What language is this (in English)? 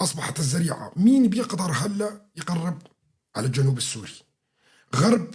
North Levantine Arabic